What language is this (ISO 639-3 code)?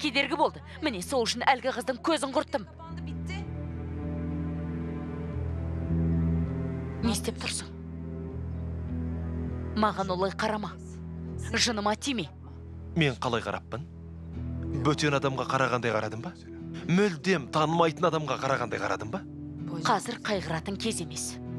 kaz